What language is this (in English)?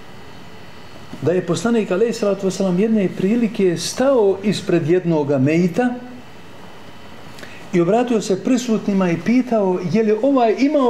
Bosnian